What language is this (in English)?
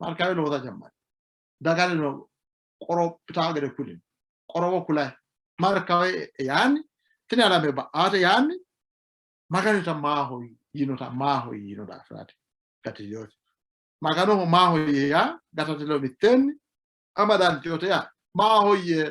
Sidamo